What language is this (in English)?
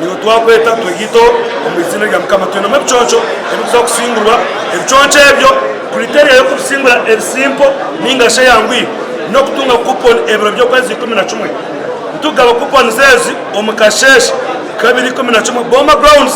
Nyankole